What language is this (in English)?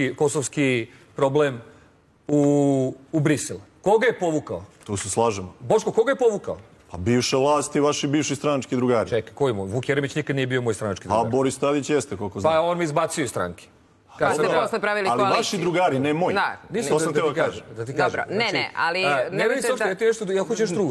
Serbian